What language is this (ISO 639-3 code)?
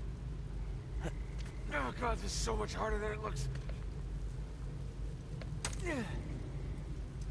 eng